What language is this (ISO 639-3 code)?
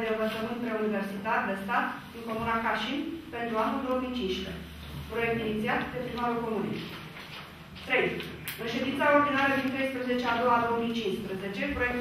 ron